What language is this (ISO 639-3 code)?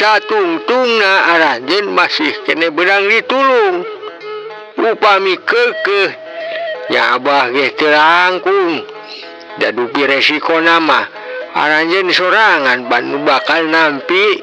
sun